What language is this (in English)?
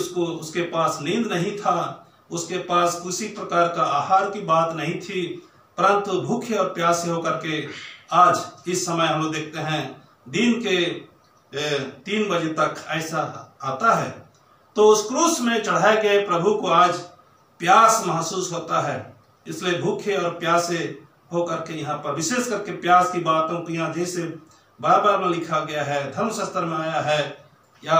Hindi